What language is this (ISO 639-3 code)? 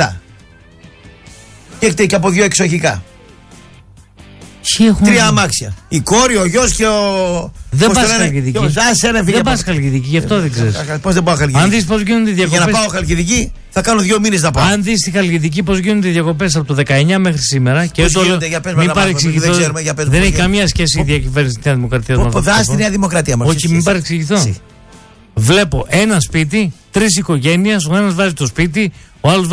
ell